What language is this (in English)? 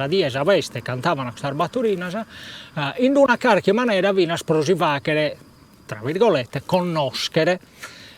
Sardinian